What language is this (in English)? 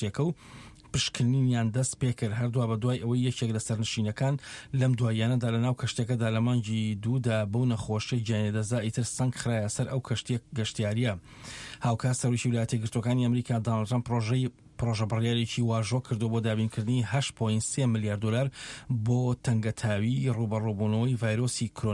Central Kurdish